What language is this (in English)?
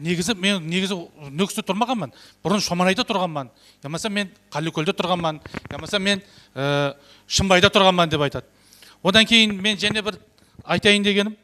Kara-Kalpak